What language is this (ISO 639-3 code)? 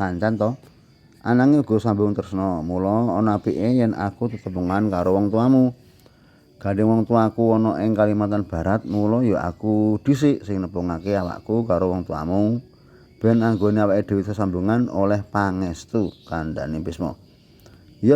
jav